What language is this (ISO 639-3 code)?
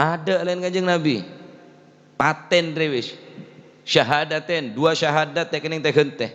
mad